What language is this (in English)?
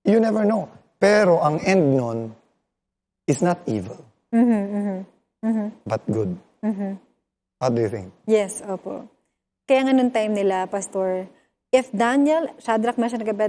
Filipino